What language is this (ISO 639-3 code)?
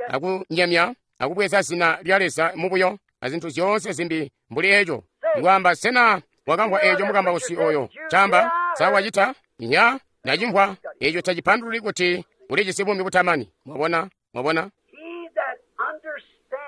toi